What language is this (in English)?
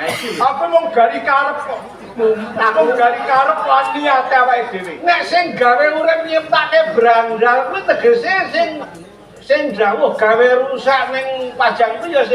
Javanese